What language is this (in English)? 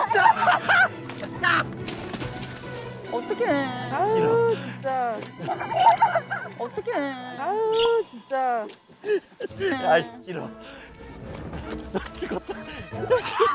Korean